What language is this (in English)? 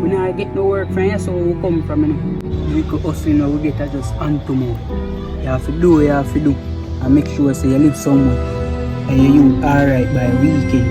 Jamaican Creole English